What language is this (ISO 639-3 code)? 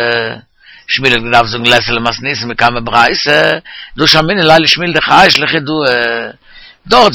yid